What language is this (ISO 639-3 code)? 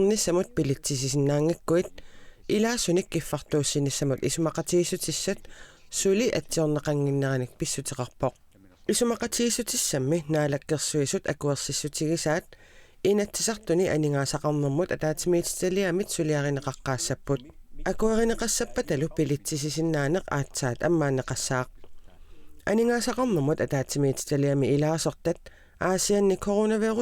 kal